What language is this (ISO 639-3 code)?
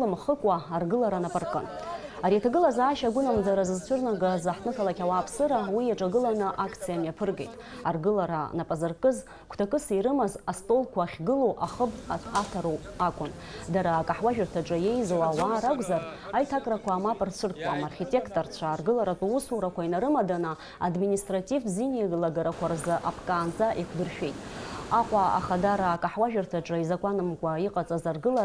abk